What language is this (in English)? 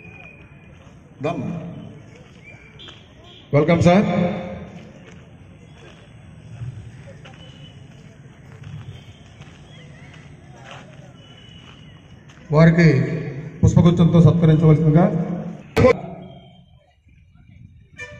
Telugu